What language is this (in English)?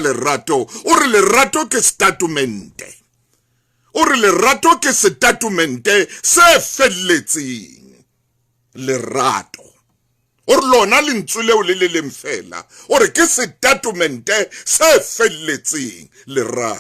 Southern Sotho